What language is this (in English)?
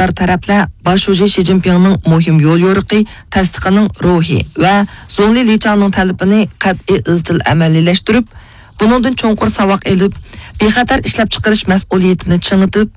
Uyghur